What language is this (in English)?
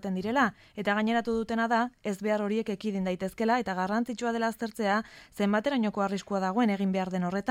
Basque